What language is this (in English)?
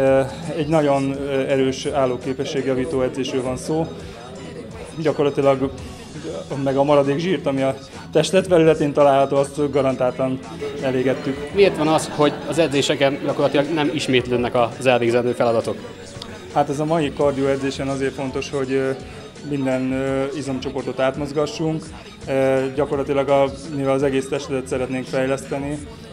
Hungarian